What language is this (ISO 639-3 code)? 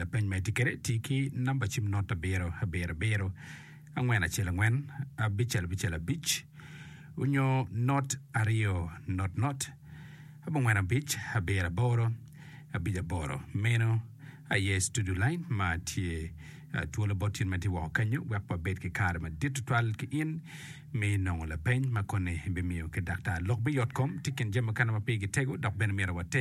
ach